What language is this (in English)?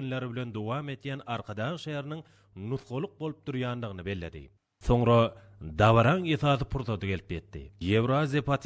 Turkmen